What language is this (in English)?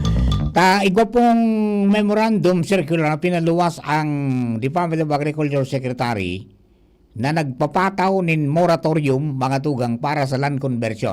Bikol